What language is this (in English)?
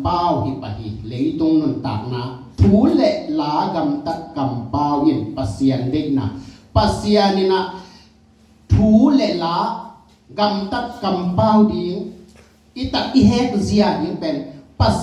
Tedim Chin